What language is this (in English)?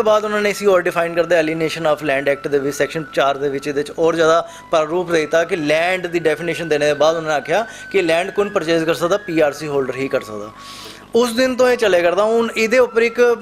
Dogri